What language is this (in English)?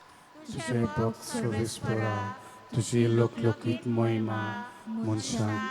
Konkani